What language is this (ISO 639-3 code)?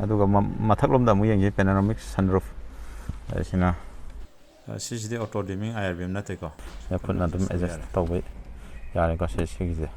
mni